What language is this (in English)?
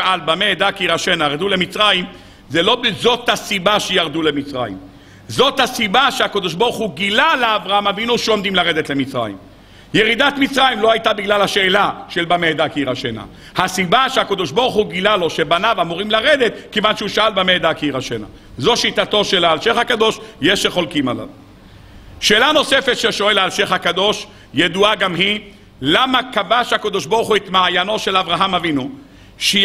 Hebrew